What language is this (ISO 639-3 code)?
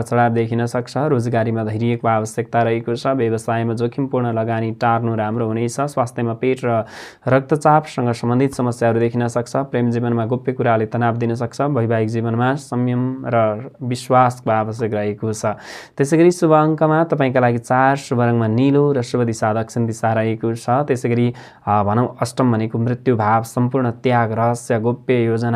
nep